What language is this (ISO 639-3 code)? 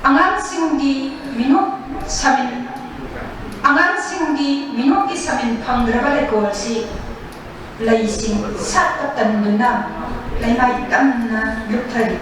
mni